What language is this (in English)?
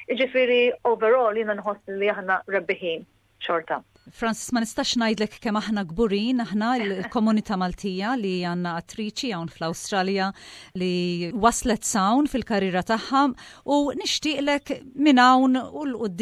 Maltese